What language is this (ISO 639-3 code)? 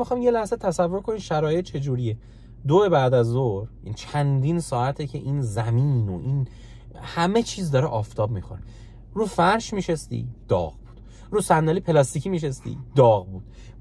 fas